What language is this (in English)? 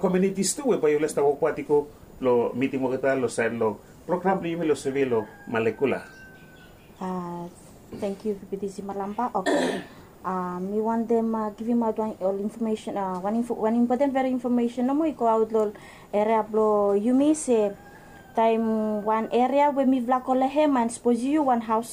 Bislama